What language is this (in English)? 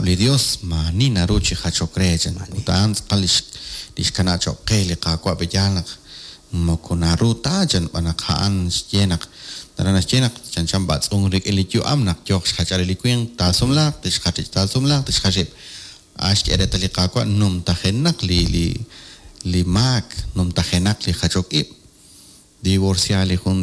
Kekchí